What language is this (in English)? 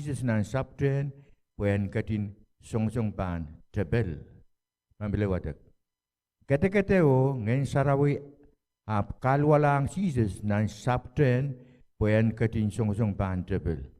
Pohnpeian